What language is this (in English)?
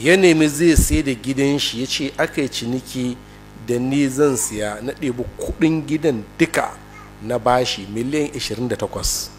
Hausa